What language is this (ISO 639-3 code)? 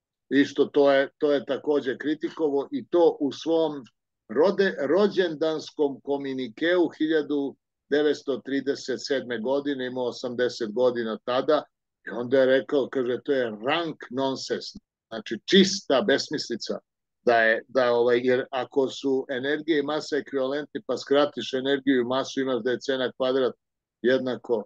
srp